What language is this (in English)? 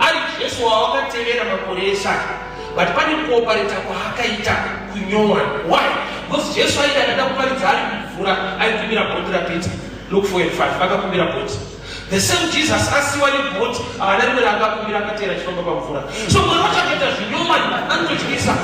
Shona